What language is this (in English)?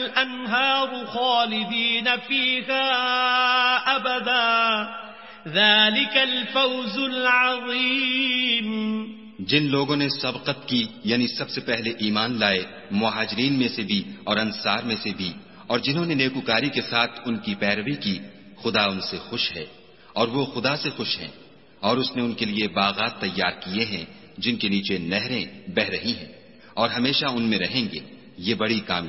Urdu